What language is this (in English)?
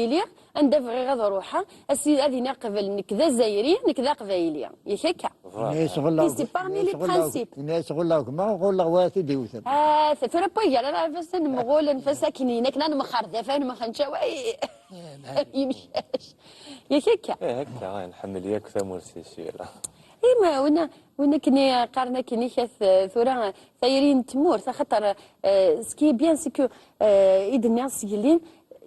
Kabyle